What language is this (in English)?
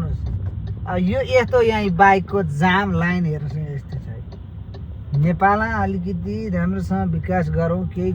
Nepali